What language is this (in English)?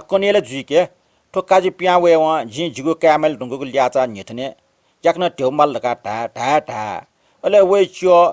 Newari